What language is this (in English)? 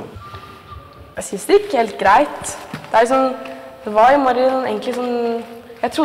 Norwegian